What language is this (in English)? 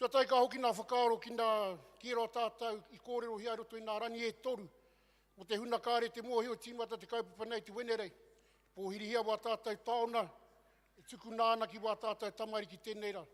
Māori